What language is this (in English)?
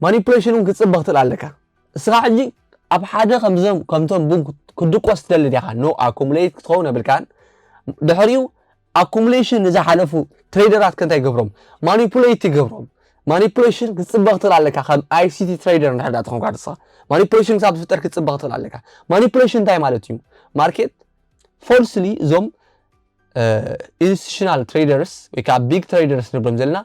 Tigrinya